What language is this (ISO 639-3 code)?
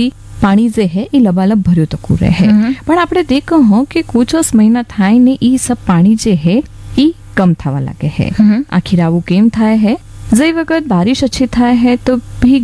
guj